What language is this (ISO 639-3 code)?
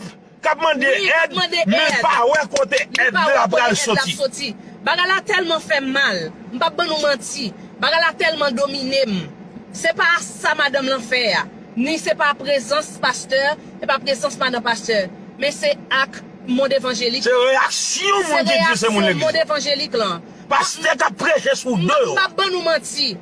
hat